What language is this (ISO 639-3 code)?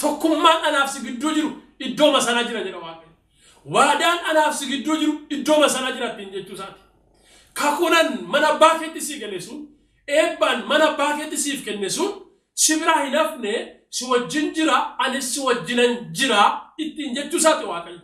orm